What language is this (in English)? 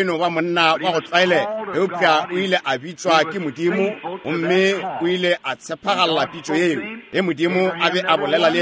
Northern Sotho